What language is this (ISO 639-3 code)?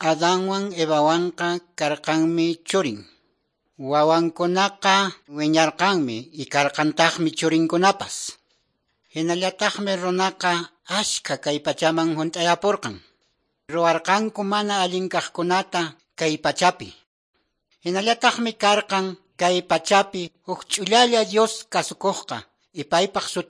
que